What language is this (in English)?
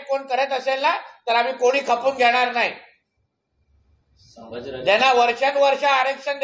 Marathi